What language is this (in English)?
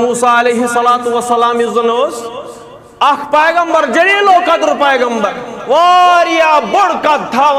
Kashmiri